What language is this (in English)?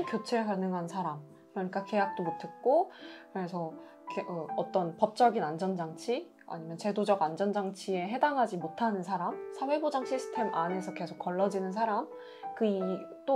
Korean